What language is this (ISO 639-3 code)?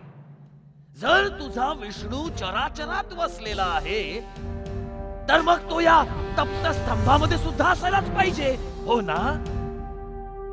mar